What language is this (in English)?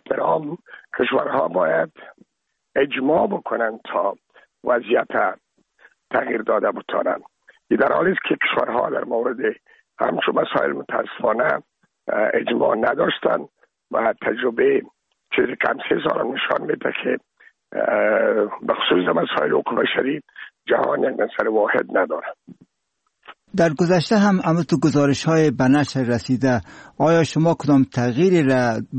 Persian